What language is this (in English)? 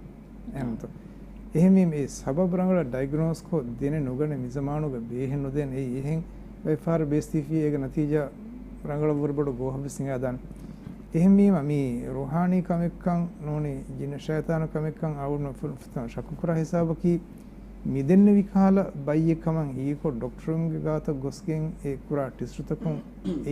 Divehi